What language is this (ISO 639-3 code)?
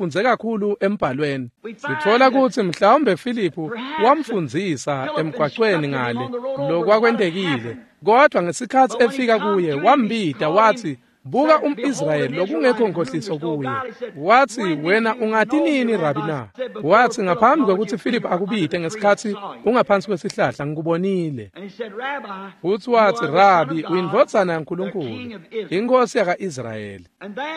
ssw